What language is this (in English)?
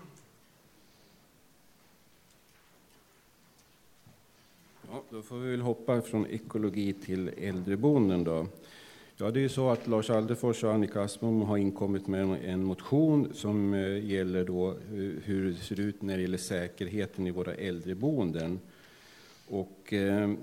Swedish